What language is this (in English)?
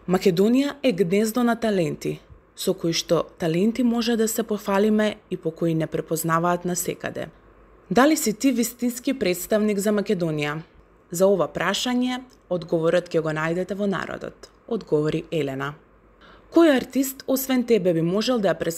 Macedonian